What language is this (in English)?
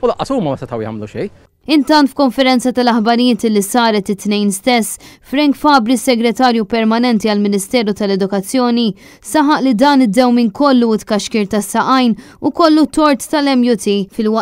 Maltese